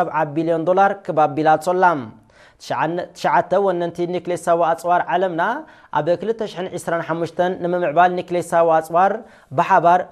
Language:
Tigrinya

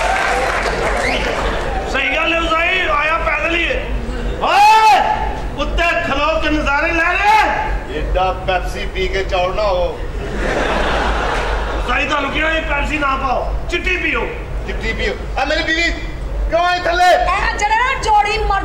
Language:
Punjabi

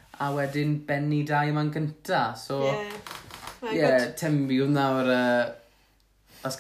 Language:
Welsh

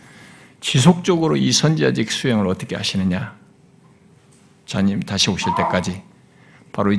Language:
Korean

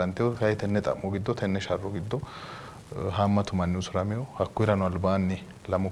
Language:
Sidamo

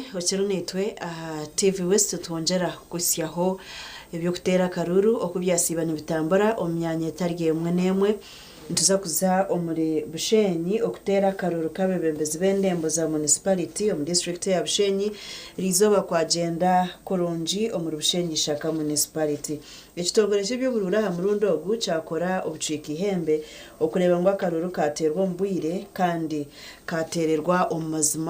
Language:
Nyankole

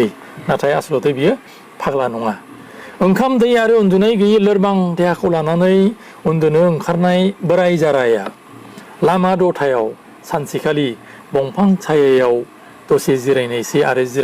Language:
Bodo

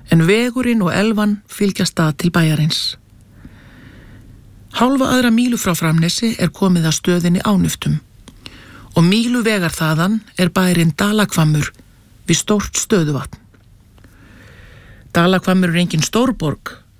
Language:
Icelandic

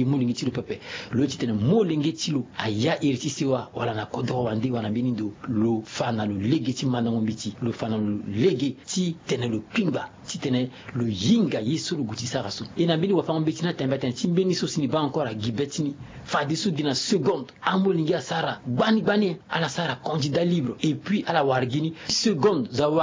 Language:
Sango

